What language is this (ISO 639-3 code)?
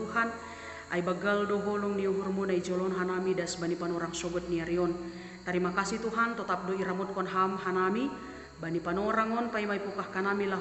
bts